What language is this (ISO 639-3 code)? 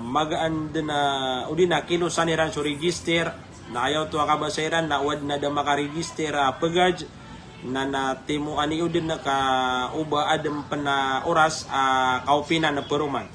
mrw